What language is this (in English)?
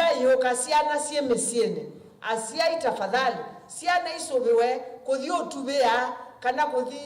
Kamba